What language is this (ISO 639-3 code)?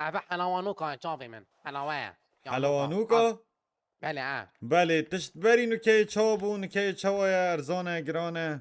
kur